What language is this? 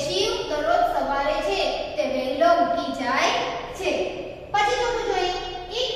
Gujarati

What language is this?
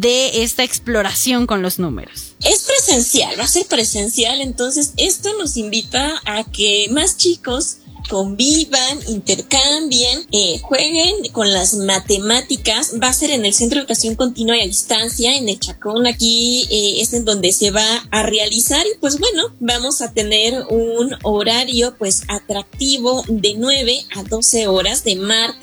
Spanish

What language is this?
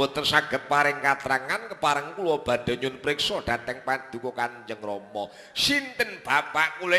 Javanese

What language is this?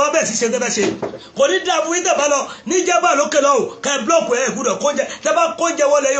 Yoruba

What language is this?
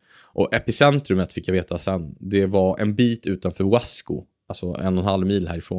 Swedish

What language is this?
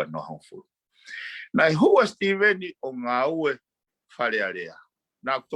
Tongan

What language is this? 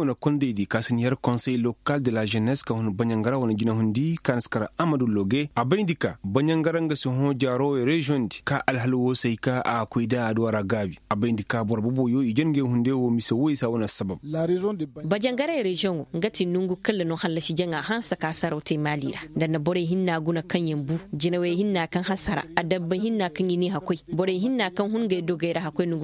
Koyraboro Senni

